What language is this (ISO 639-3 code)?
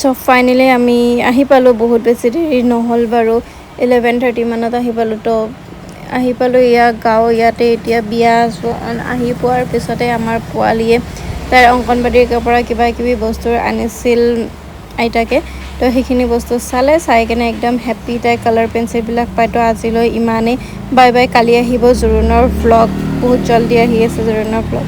asm